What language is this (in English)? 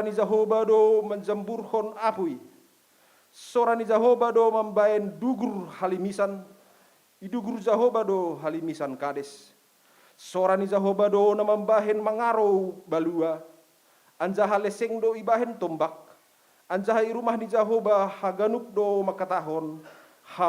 Batak Simalungun